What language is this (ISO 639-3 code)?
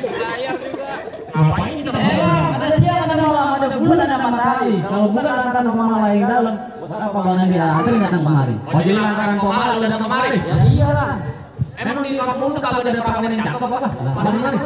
bew